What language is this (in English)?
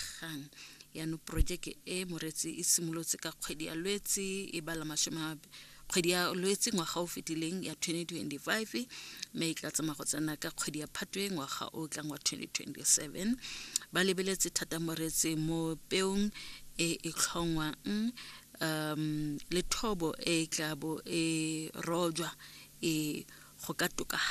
Tswana